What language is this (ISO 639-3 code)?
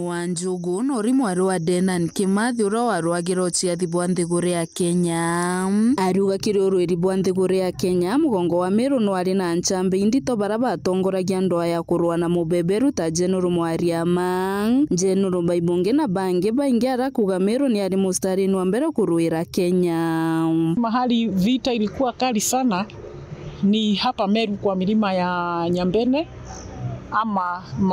mer